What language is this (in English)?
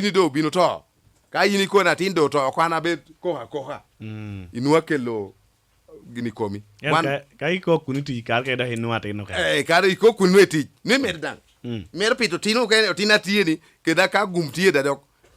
Lango (Uganda)